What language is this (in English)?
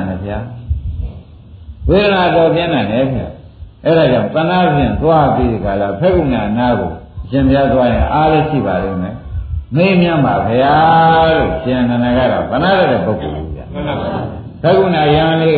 Burmese